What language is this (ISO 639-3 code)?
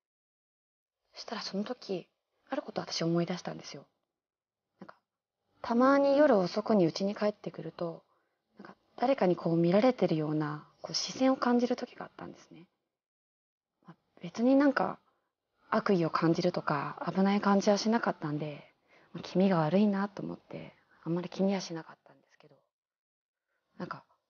jpn